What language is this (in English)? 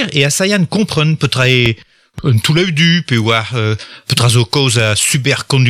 Breton